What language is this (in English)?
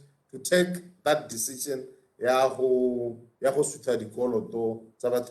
Tswana